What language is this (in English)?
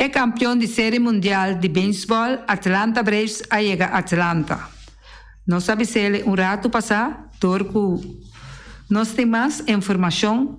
Papiamento